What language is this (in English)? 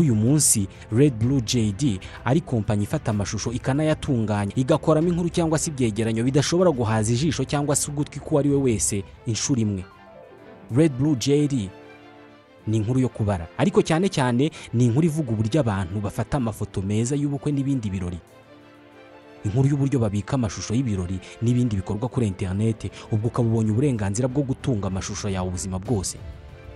Kinyarwanda